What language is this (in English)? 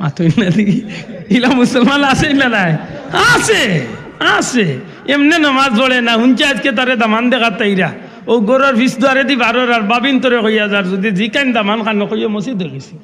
Sylheti